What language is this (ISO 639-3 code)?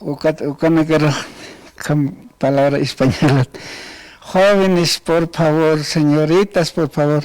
aym